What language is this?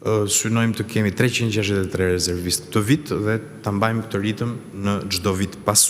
Albanian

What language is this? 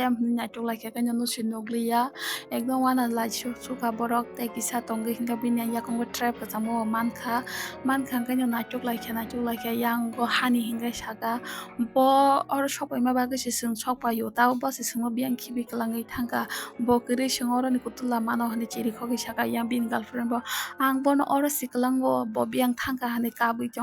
Kok Borok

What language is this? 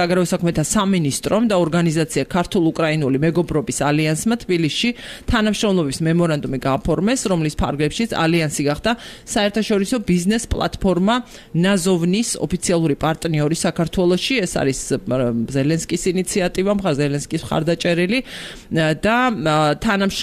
Georgian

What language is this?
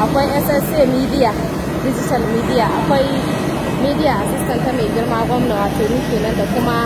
Hausa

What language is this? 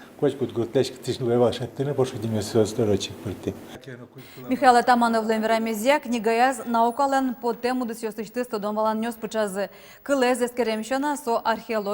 Udmurt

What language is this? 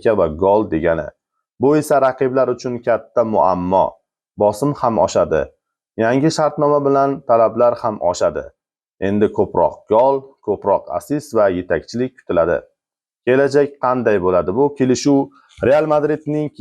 Uzbek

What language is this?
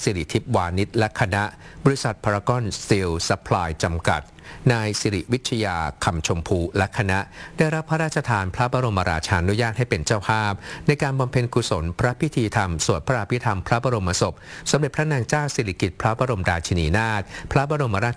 Thai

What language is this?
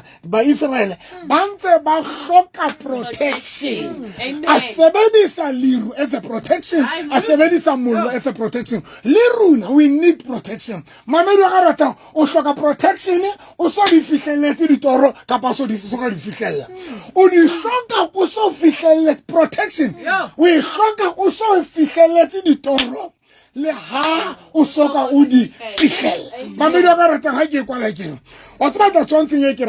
Southern Sotho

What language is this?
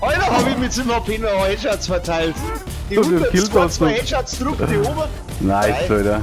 Bavarian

